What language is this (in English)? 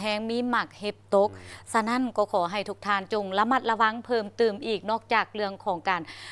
Lao